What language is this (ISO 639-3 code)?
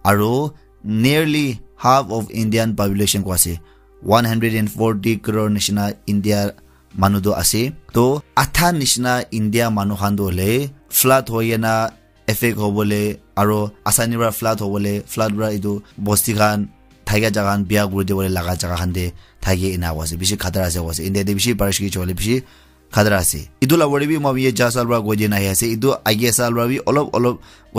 nag